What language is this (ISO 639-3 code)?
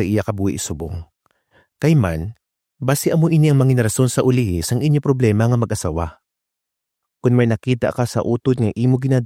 hil